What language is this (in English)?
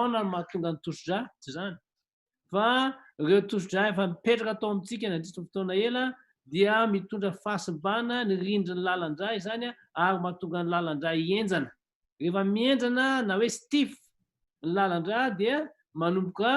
Malagasy